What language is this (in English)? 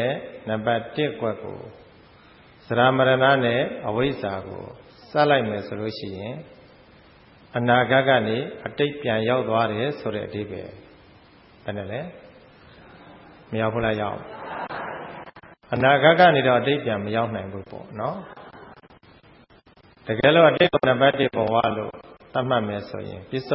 Burmese